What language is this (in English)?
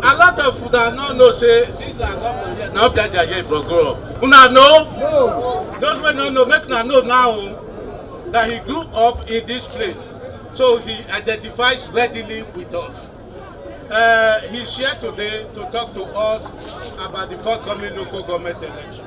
Nigerian Pidgin